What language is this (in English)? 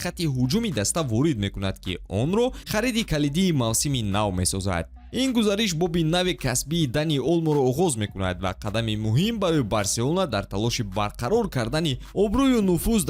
Tajik